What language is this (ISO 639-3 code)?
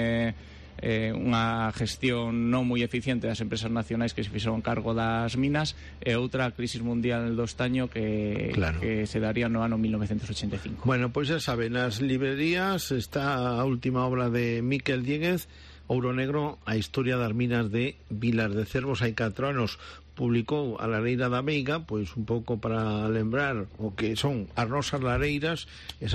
glg